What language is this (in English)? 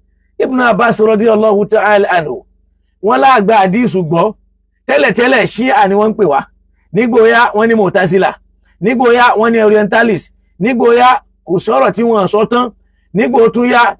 Yoruba